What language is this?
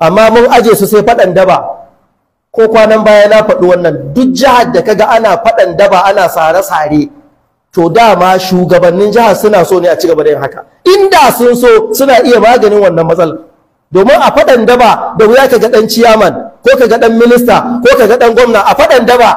Hausa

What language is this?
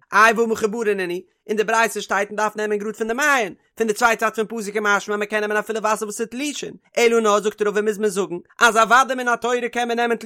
Yiddish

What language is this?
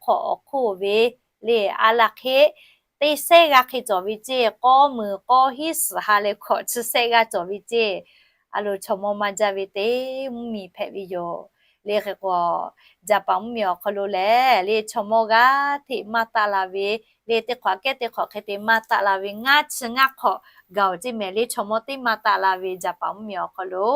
Lahu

